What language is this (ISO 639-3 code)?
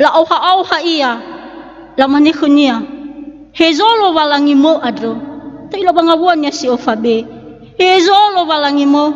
nia